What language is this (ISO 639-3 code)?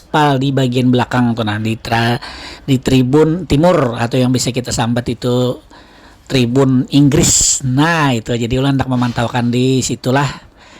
bjn